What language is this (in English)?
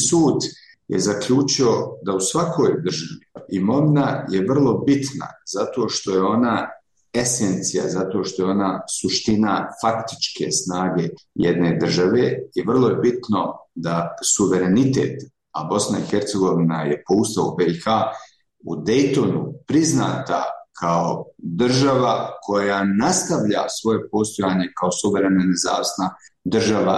Bosnian